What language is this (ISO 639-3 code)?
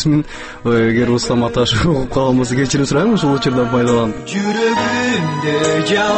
kir